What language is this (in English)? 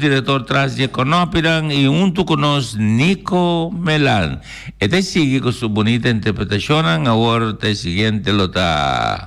Papiamento